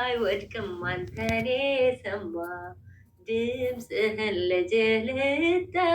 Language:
Amharic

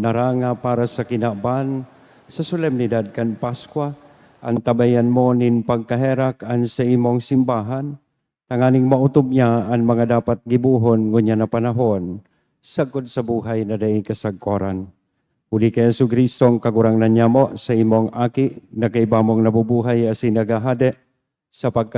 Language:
Bikol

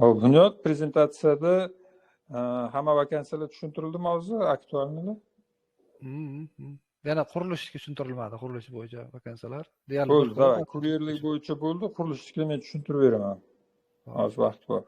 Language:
Uzbek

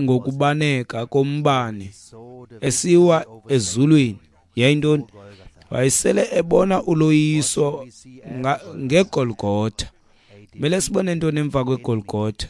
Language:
Xhosa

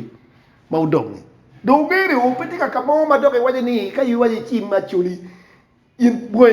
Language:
Acoli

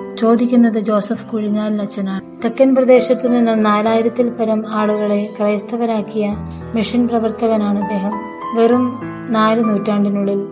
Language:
Malayalam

